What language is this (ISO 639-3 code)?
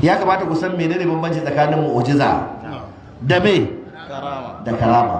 hau